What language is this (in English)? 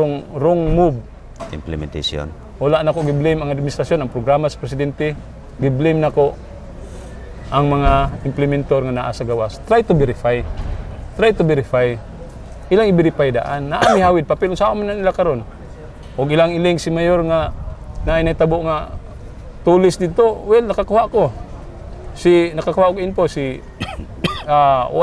Cebuano